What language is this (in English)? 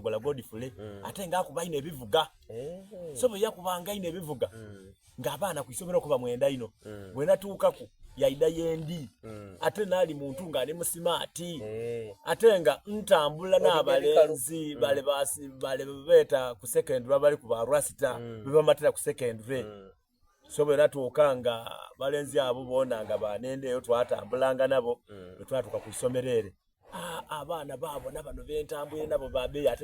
Soga